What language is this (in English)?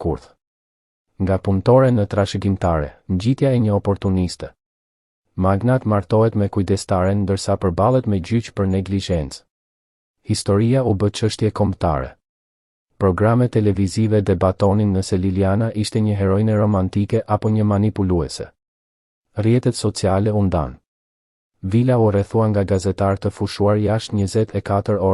Albanian